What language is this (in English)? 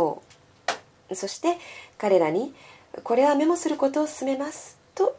Japanese